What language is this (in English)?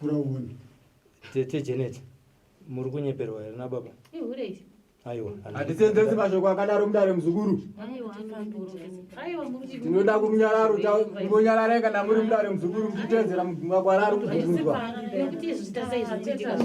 Shona